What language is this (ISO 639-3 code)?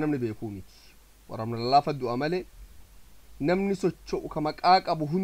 orm